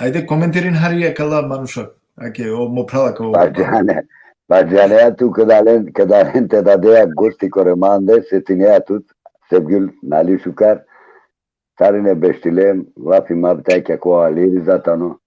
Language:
Balkan Romani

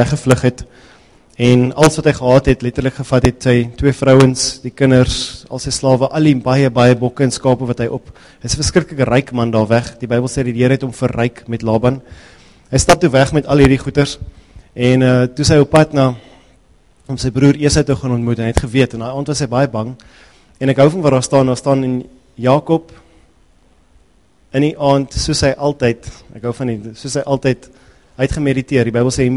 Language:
Afrikaans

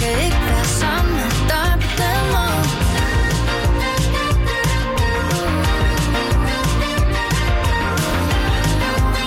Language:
Danish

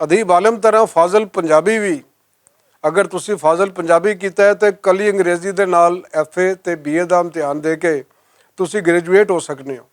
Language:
Western Panjabi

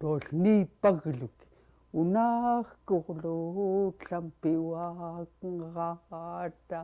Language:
Central Yupik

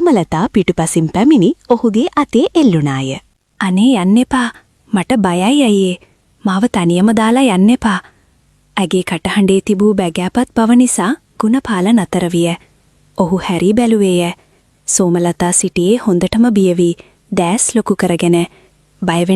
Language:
Sinhala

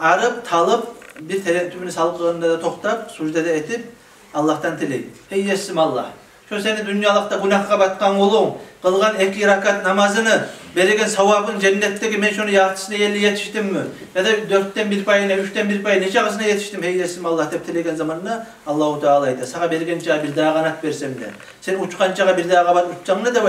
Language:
Kumyk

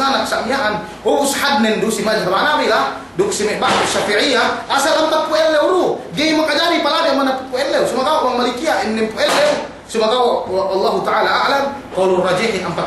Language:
Yakan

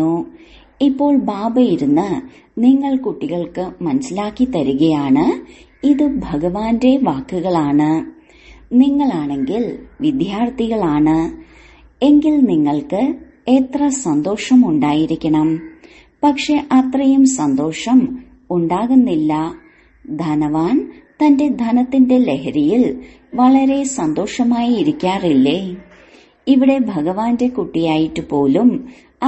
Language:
Malayalam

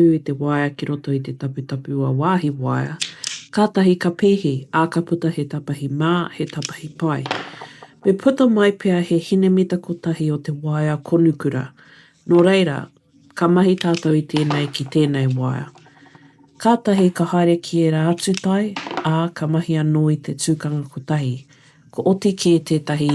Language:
Māori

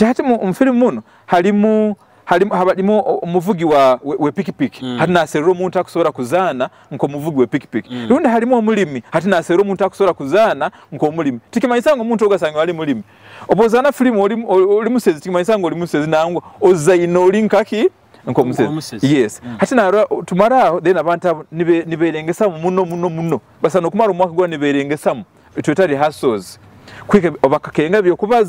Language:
Nyoro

